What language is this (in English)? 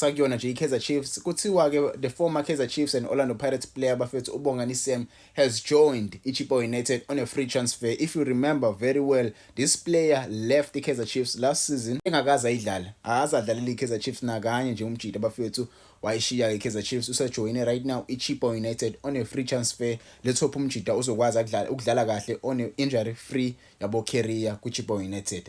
Zulu